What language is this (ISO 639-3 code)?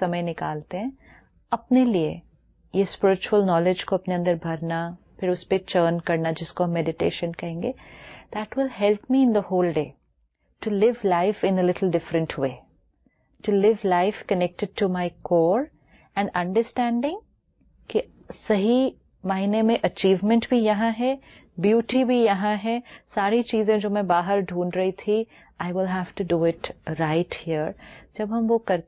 hin